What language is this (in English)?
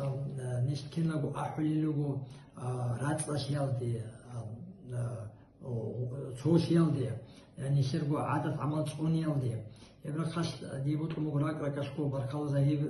Avaric